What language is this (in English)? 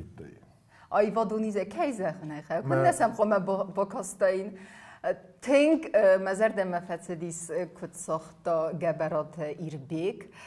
Ossetic